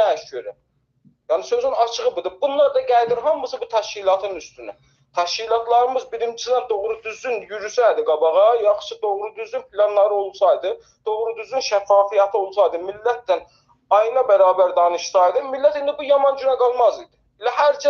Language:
South Azerbaijani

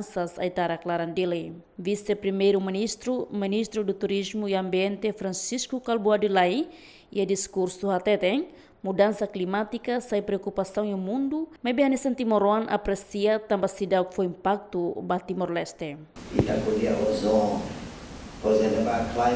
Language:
Tetum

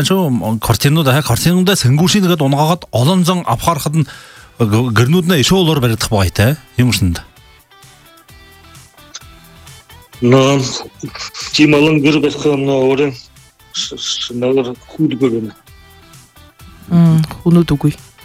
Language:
Buriat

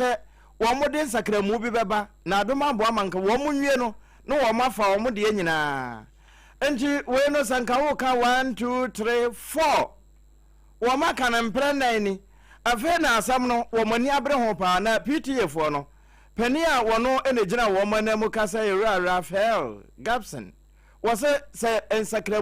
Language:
Akan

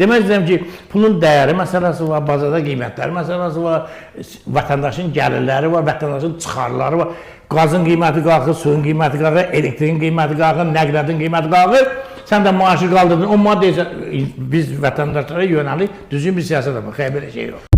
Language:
Azerbaijani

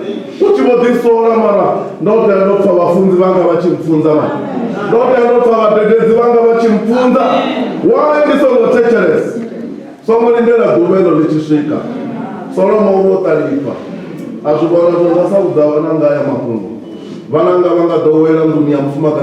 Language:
Venda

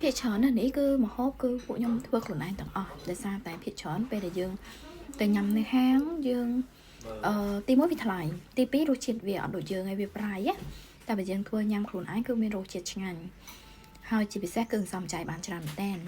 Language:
Khmer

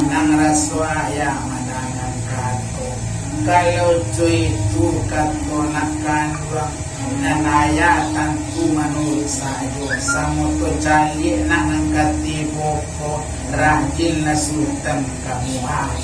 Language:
Minangkabau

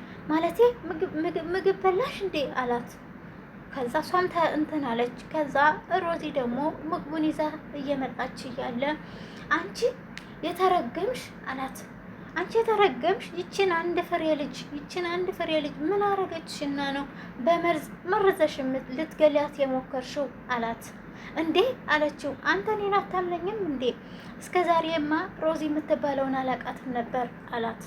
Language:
Amharic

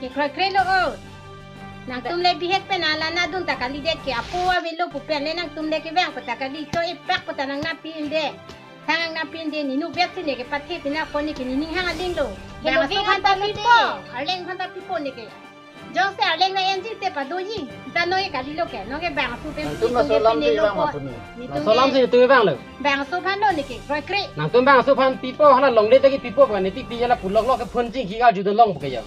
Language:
Karbi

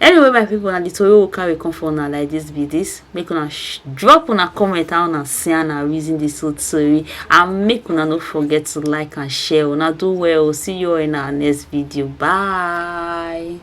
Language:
Nigerian Pidgin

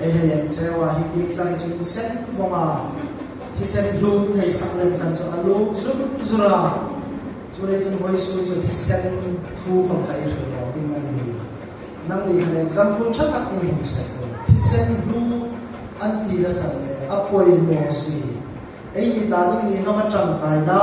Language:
Hmar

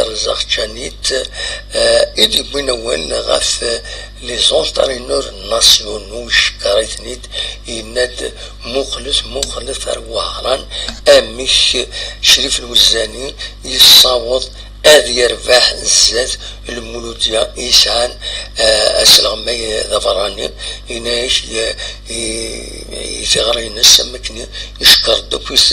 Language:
Kabyle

